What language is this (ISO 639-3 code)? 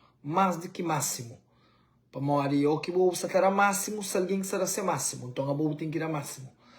kea